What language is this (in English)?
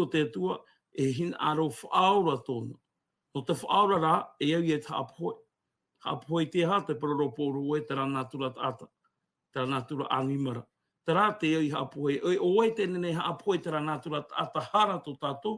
Tahitian